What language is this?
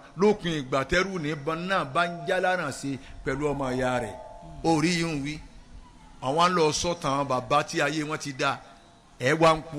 Yoruba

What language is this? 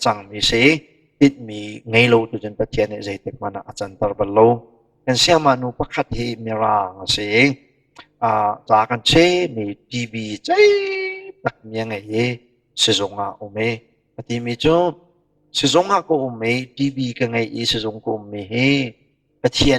Hakha Chin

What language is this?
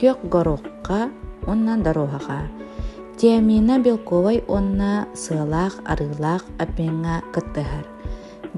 Yakut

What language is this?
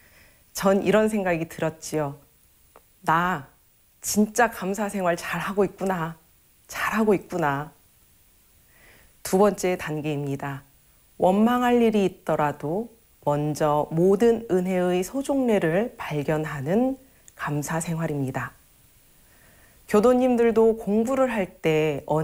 Korean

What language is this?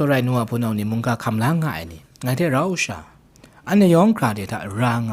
Kachin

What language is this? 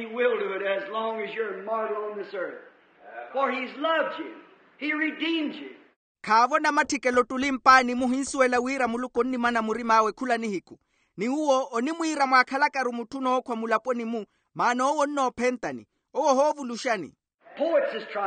Makhuwa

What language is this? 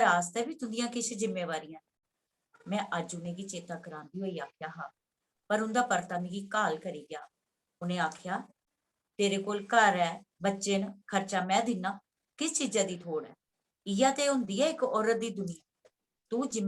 Dogri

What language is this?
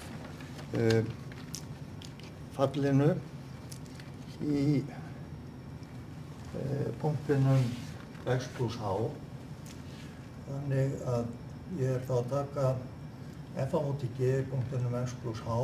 Icelandic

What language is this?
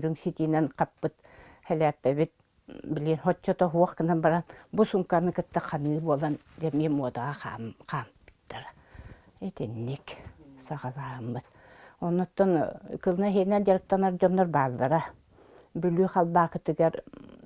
Yakut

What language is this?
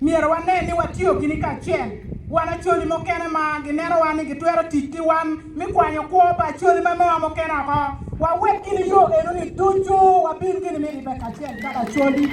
Acoli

